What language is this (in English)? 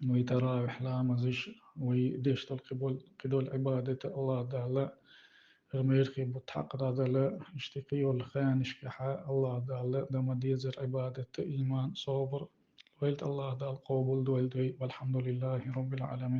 Chechen